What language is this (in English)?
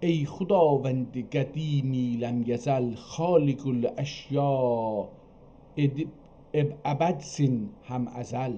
South Azerbaijani